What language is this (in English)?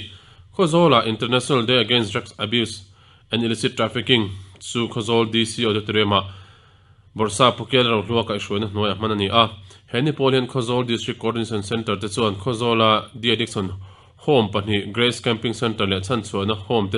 Mizo